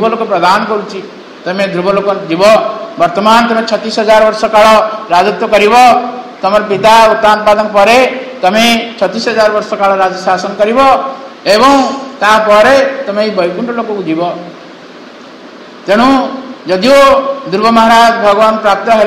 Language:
Odia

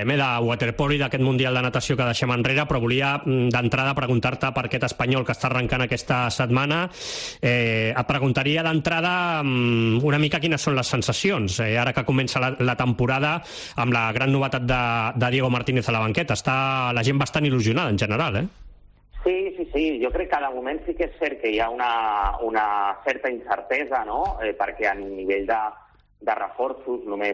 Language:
Catalan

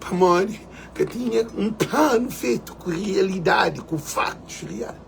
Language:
Kabuverdianu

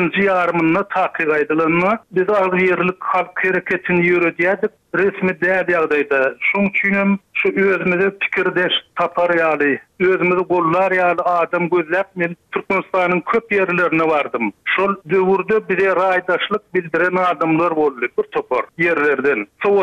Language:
Turkmen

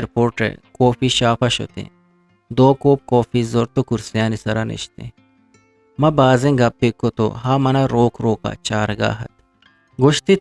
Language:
Eastern Balochi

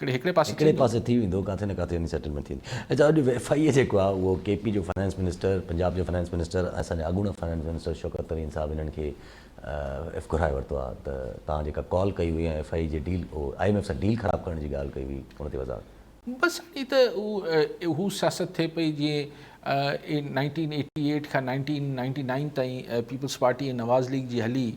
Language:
Sindhi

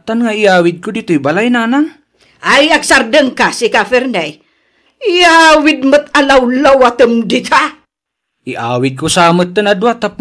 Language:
Iloko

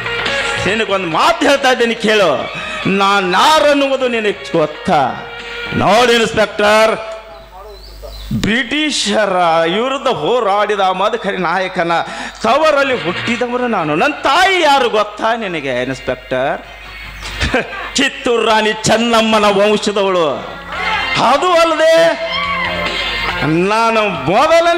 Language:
Kannada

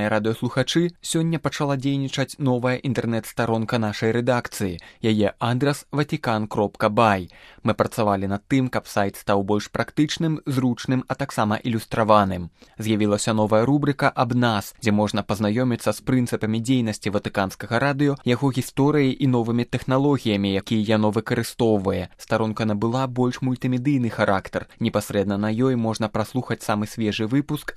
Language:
Belarusian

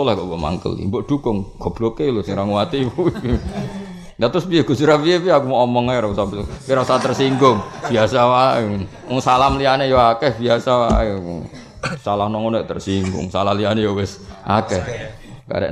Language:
Javanese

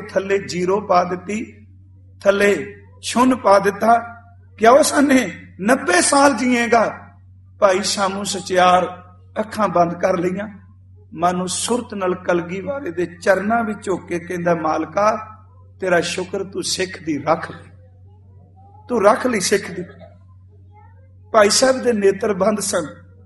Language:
Punjabi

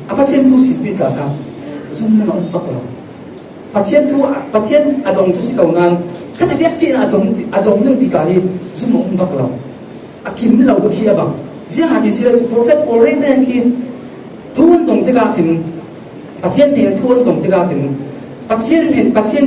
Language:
Falam Chin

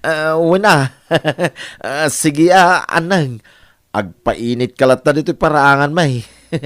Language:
Iloko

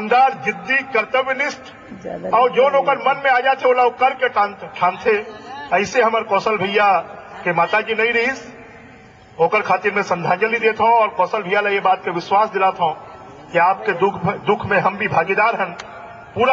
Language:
Chhattisgarhi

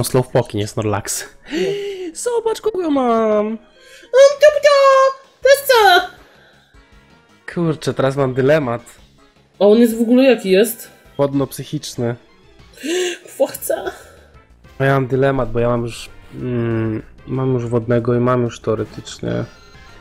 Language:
Polish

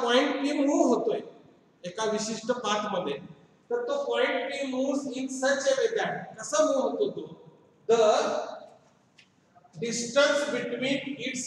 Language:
Marathi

